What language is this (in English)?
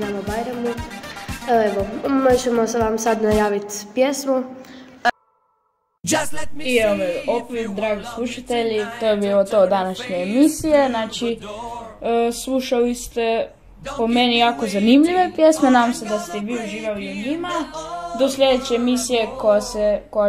Croatian